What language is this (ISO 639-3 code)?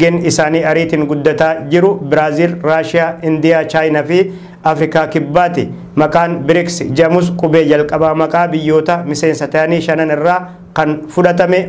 orm